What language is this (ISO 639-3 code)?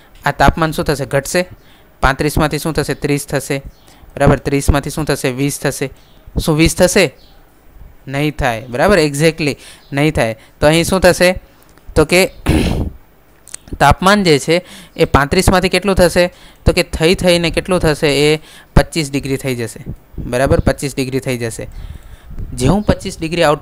guj